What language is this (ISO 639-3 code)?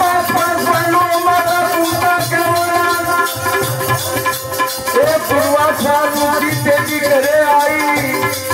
guj